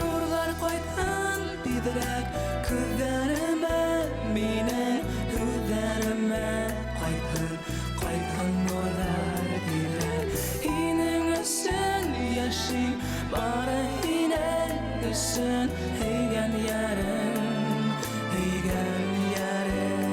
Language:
Bashkir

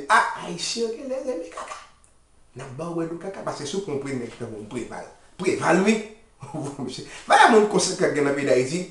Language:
Haitian Creole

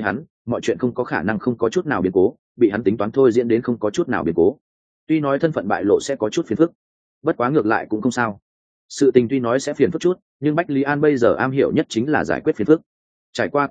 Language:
Vietnamese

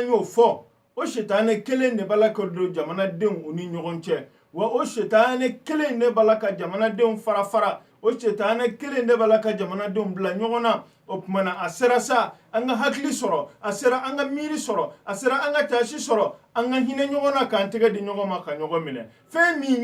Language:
Bambara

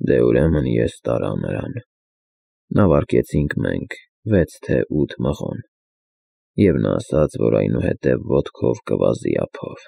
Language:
Armenian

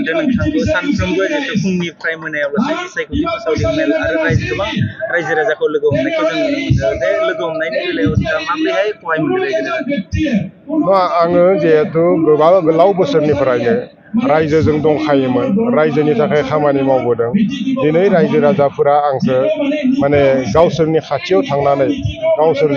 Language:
Bodo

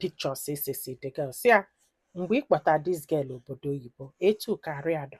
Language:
Igbo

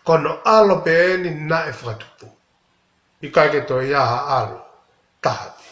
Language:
Tongan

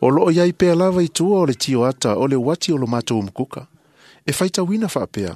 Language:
Samoan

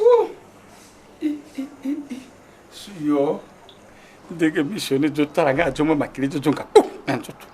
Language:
Lingala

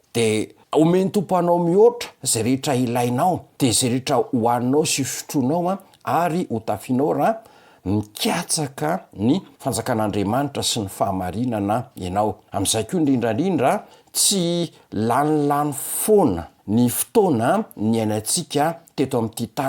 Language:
Malagasy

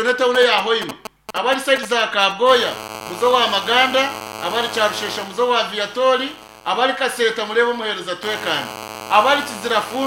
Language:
Nyankole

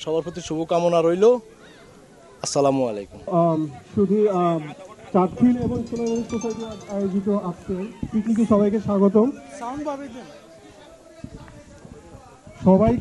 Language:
Bangla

